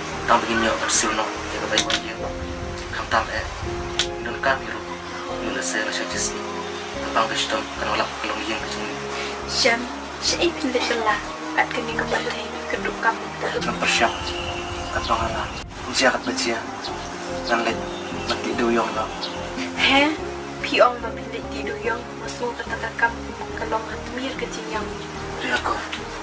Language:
Khasi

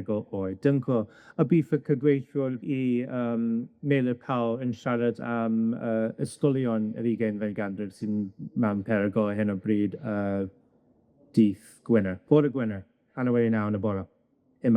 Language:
Welsh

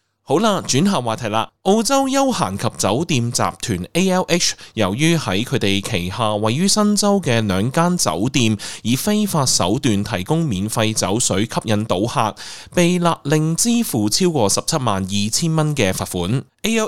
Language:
Cantonese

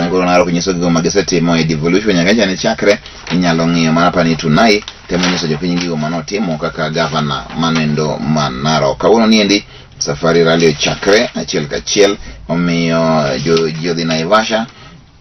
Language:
Luo (Kenya and Tanzania)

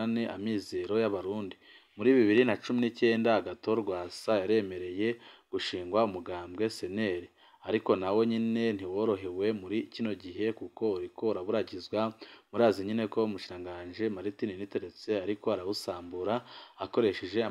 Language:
Rundi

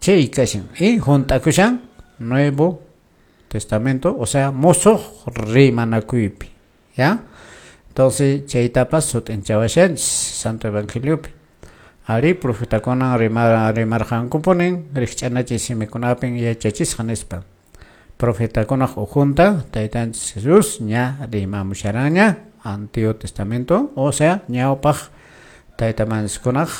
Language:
Quechua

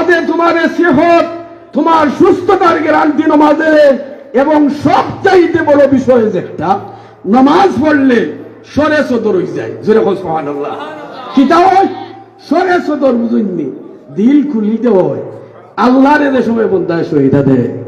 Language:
Sylheti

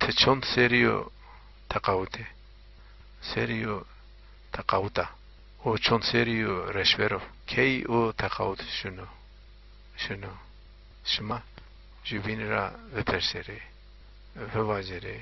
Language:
Zaza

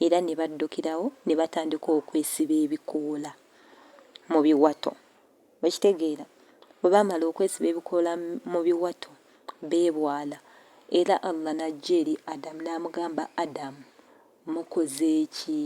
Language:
Ganda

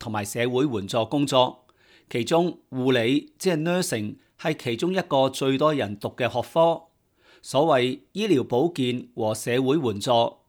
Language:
Cantonese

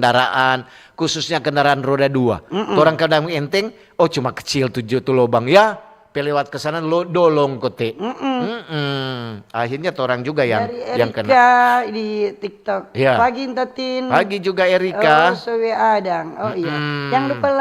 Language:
Manado Malay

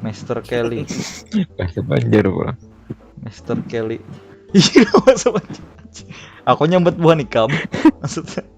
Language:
Banjar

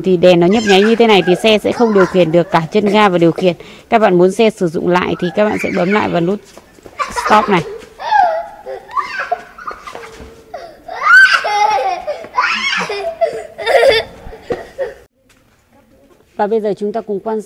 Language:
Vietnamese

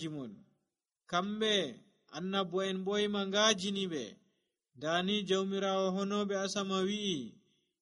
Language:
Nigerian Fulfulde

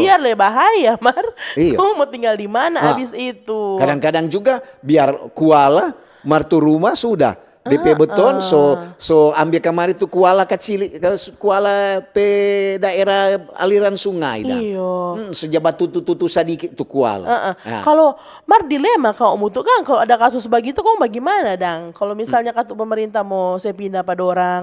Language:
Manado Malay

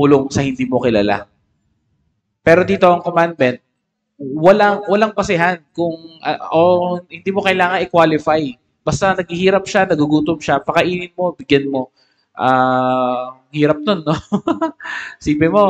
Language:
Filipino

